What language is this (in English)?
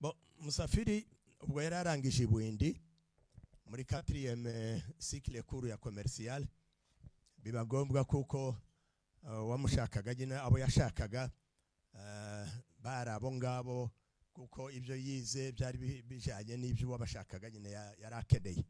Kinyarwanda